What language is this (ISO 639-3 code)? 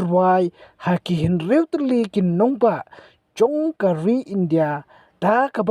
kha